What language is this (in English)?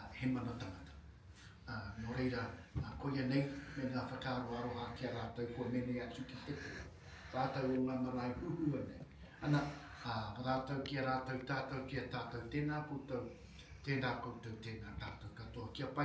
Māori